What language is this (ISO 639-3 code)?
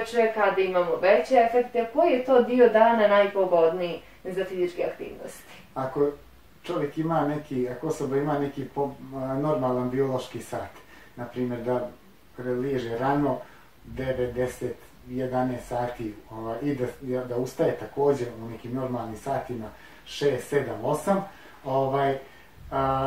bos